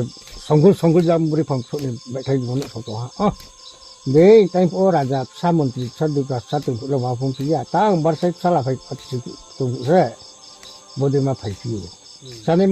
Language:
Riang (India)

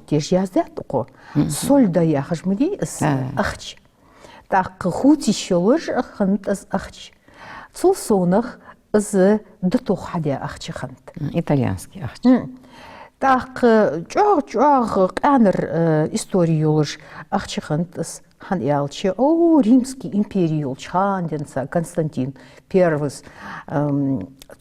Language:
Ingush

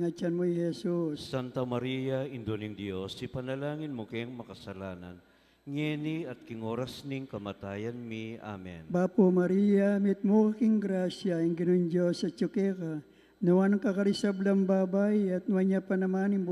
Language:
Pampanga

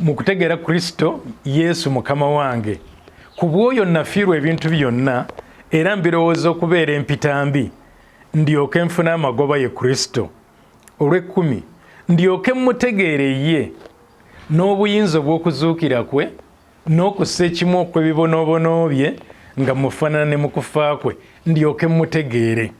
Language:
Ganda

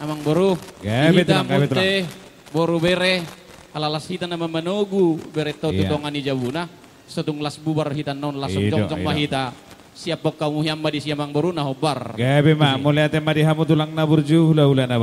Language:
Batak Toba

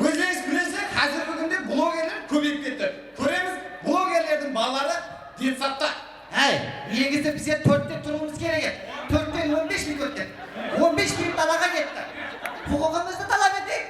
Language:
Kara-Kalpak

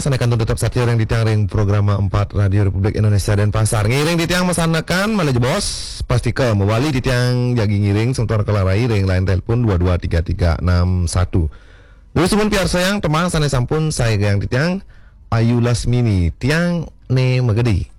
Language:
Balinese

